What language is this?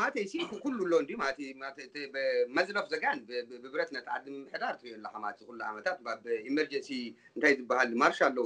Tigrinya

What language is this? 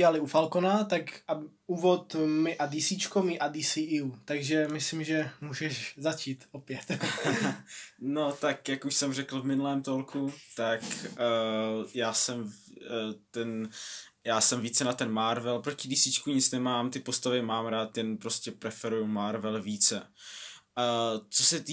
Czech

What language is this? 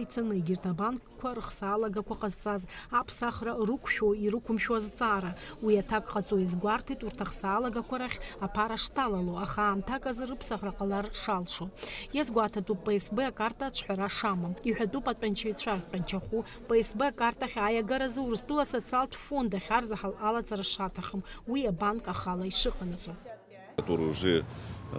Abkhazian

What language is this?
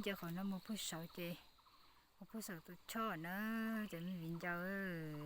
Hmong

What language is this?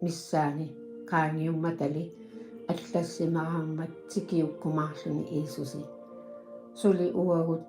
Kalaallisut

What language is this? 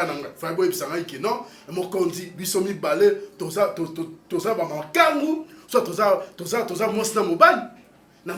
Lingala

